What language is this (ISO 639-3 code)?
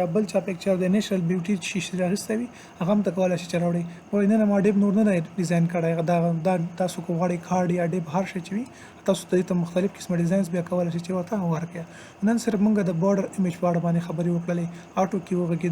pus